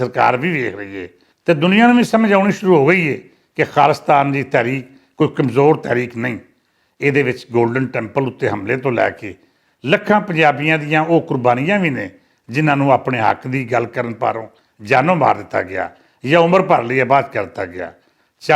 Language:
Western Panjabi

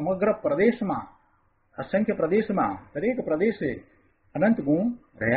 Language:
Gujarati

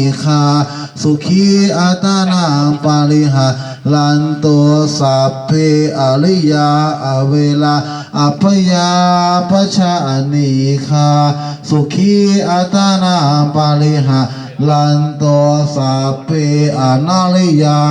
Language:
Pali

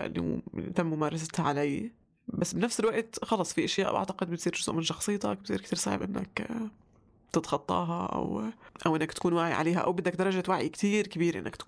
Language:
North Levantine Arabic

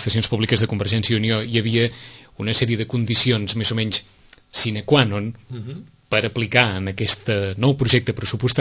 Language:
Catalan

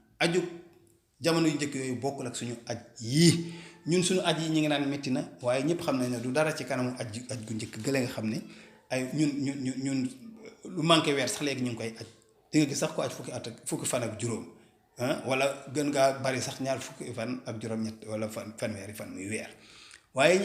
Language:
Wolof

